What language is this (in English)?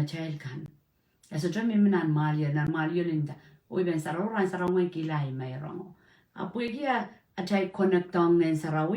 Pohnpeian